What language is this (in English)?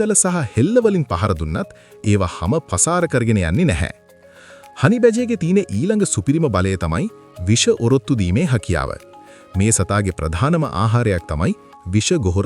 Sinhala